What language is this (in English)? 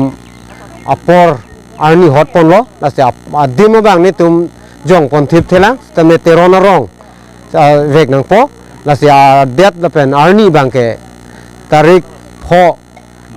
Karbi